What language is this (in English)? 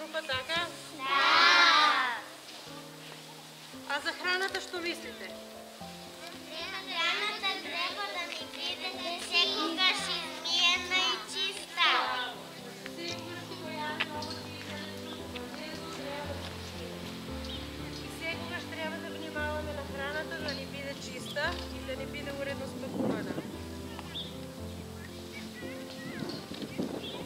Macedonian